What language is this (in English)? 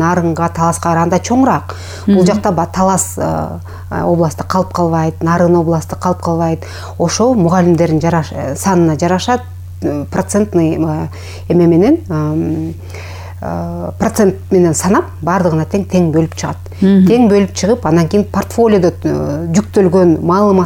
Kyrgyz